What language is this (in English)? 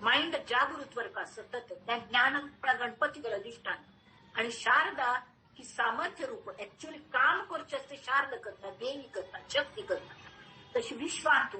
Konkani